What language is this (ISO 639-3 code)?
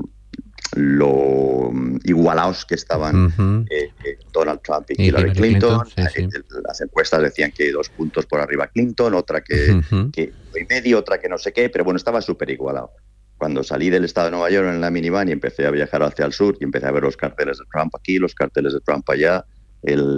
spa